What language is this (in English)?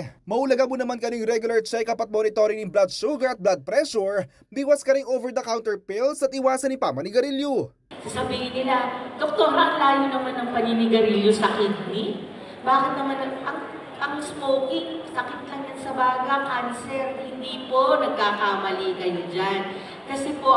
Pampanga